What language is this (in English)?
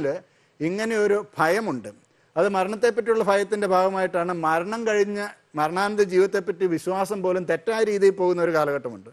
Malayalam